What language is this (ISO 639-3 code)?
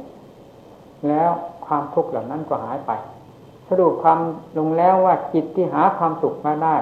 tha